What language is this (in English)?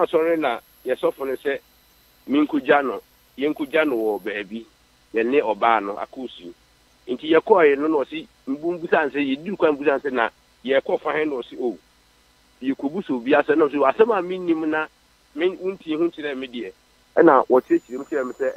Akan